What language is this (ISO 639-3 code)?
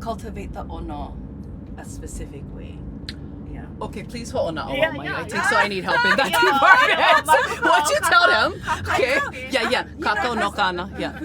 haw